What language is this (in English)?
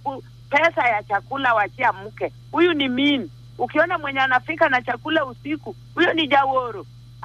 Swahili